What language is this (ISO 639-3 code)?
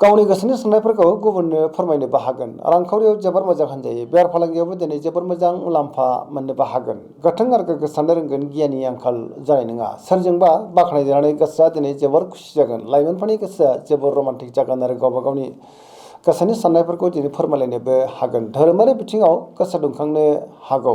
brx